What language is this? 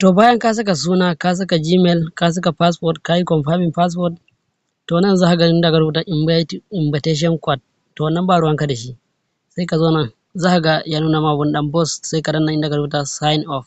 Hausa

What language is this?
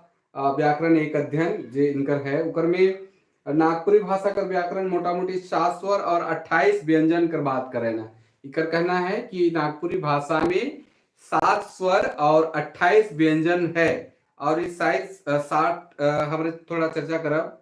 Sadri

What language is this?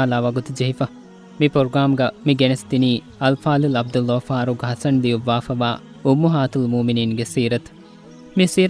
Divehi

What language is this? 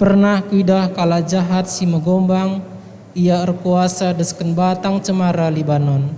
Batak Karo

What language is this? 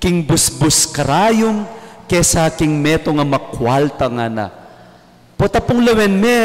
Pampanga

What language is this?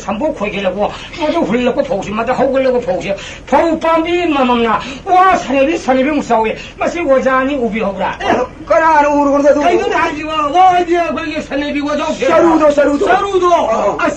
Manipuri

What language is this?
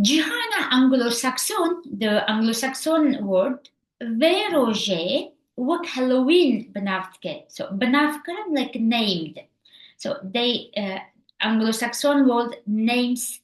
Kurdish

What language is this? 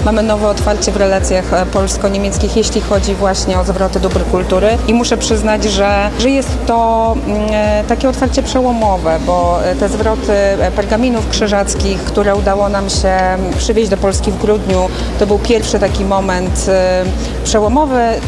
Polish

